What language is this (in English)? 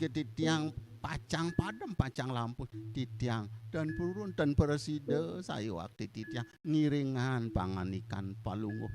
Balinese